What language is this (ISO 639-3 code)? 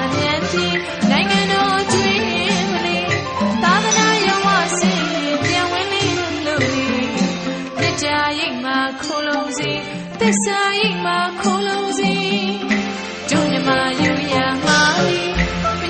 mya